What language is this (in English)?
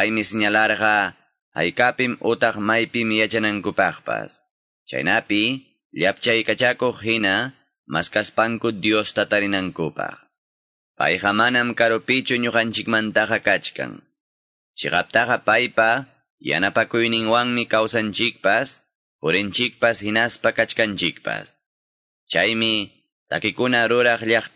Quechua